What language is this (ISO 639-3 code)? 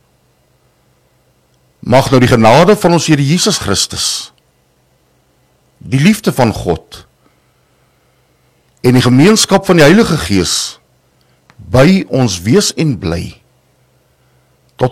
afr